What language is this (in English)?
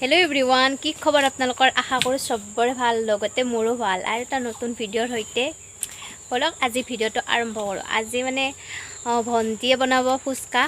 Assamese